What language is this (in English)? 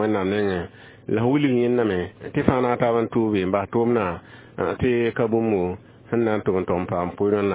Mossi